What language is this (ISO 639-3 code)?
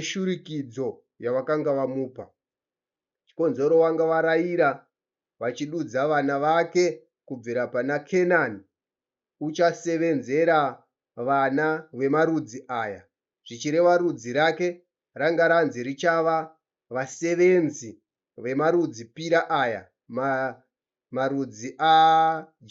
sna